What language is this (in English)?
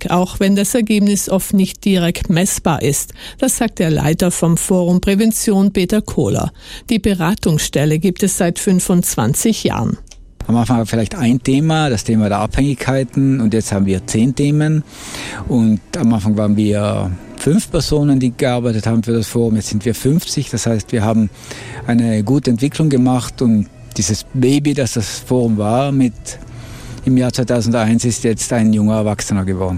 German